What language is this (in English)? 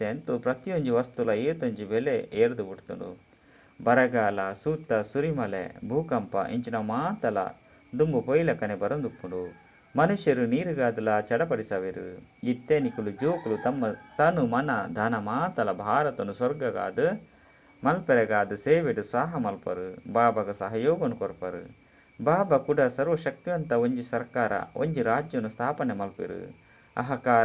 Tulu